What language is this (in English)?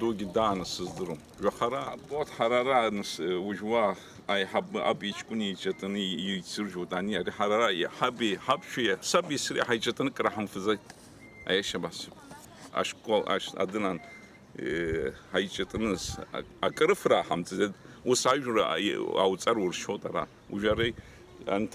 Abkhazian